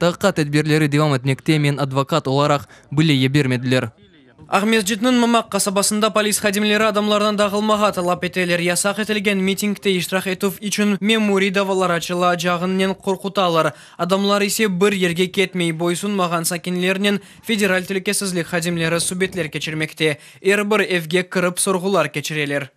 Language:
Crimean Tatar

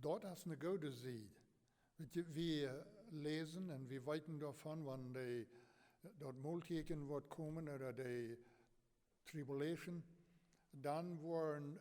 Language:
Plautdietsch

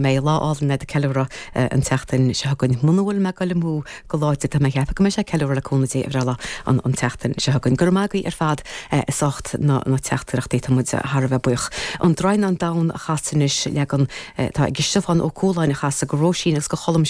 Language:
Irish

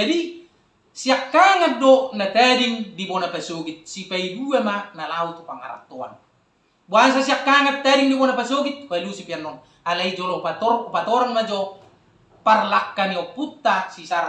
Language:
Batak Toba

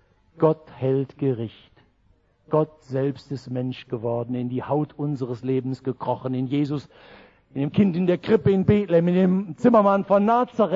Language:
German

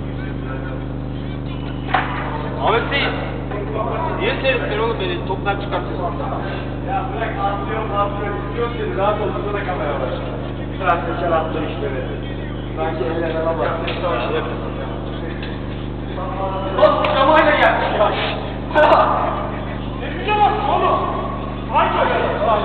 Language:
Turkish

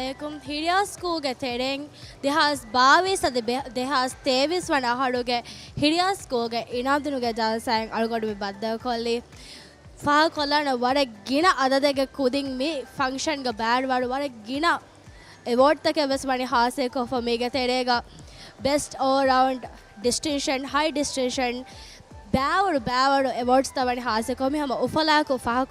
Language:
Divehi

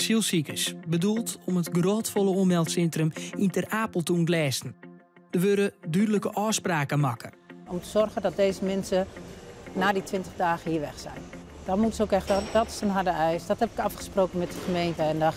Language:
Western Frisian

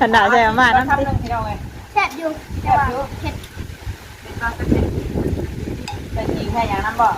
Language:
Northeastern Thai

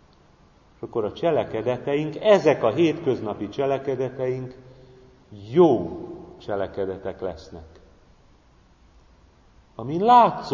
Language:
Hungarian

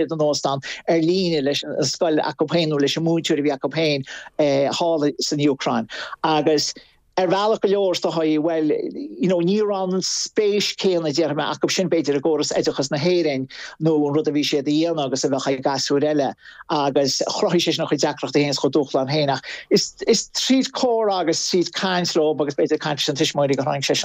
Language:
Irish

